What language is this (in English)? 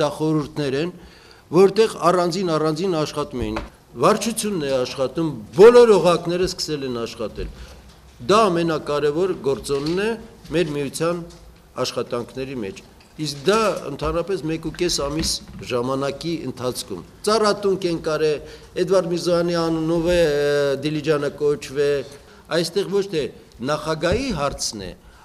Armenian